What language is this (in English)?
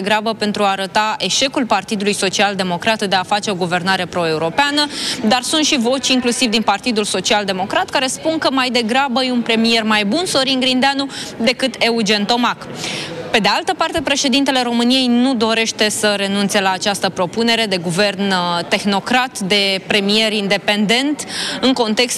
Romanian